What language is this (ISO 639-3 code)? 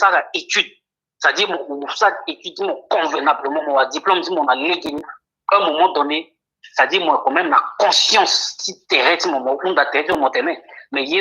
sag